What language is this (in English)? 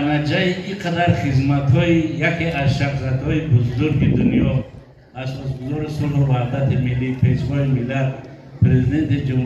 Tajik